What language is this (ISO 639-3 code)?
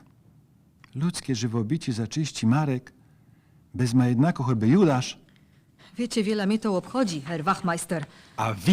szl